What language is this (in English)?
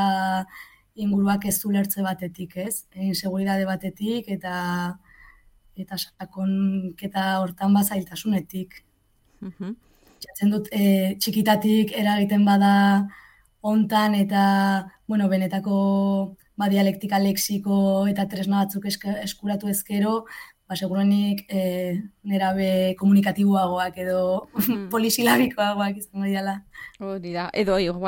Basque